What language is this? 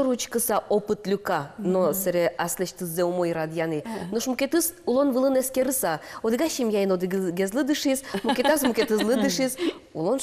Udmurt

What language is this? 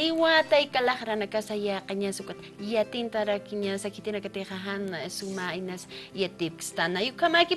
Aymara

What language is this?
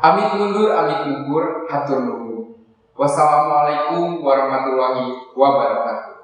Sundanese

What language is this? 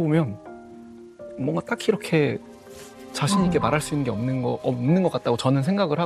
Korean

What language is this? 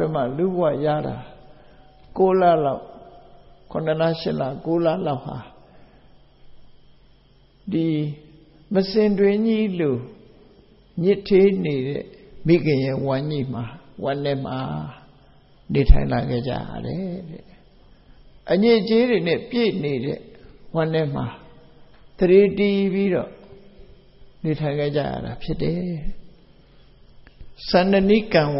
Burmese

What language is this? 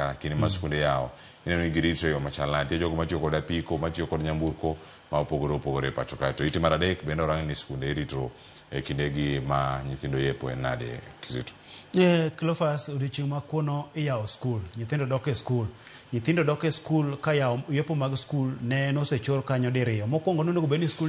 Luo (Kenya and Tanzania)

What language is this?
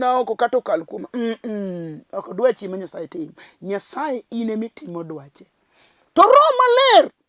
Luo (Kenya and Tanzania)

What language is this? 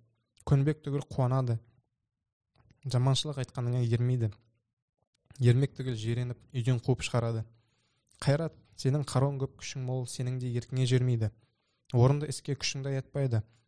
Kazakh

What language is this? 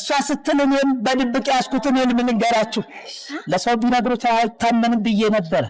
Amharic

